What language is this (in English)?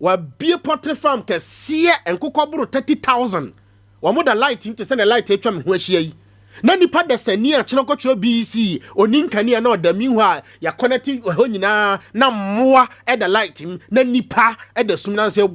Akan